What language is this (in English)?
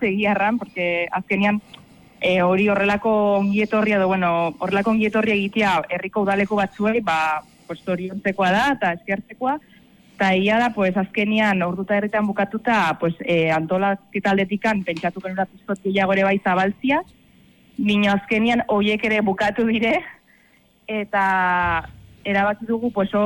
Basque